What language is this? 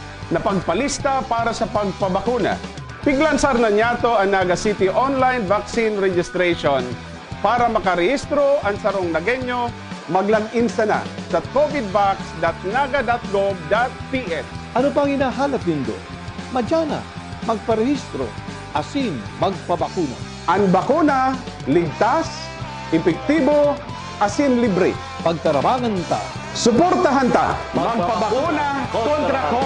Bikol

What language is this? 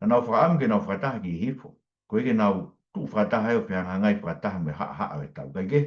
Tongan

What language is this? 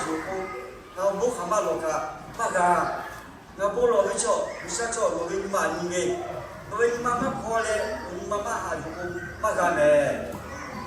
Lahu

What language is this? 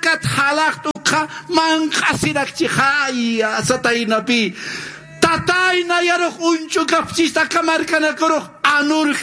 Aymara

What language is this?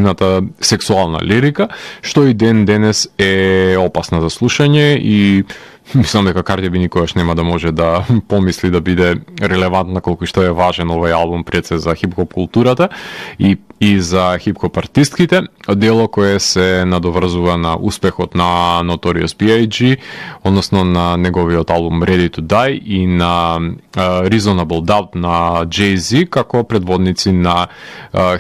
Macedonian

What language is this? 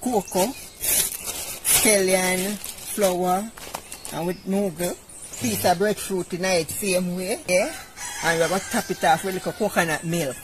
Jamaican Creole English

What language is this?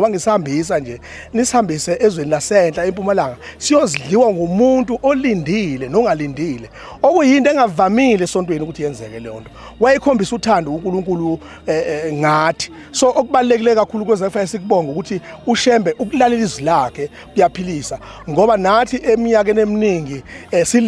Zulu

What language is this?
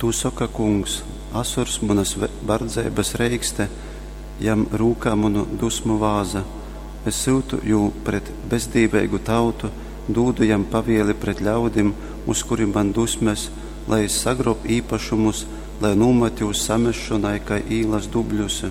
Latgalian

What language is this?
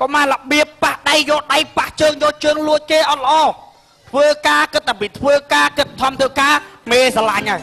Khmer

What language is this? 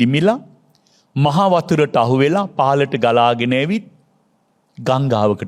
Sinhala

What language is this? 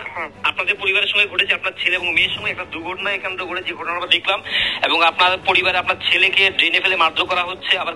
Bangla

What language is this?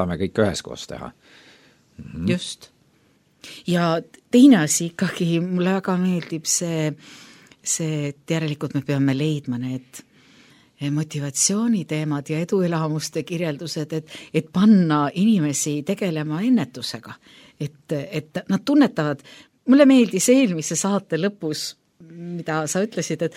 Estonian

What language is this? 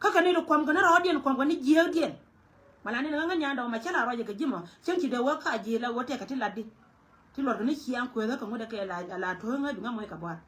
Nuer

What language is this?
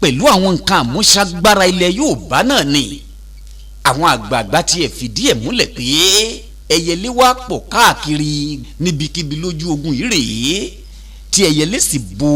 Yoruba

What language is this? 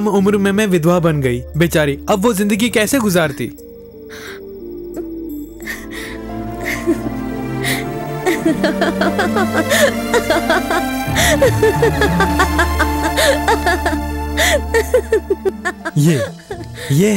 Hindi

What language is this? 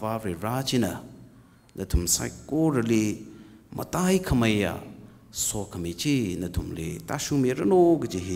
Tangkhul Naga (India)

